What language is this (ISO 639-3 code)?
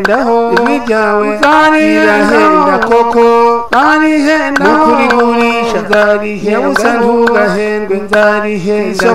kin